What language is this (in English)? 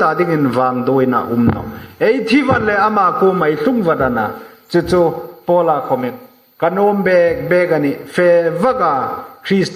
Hmar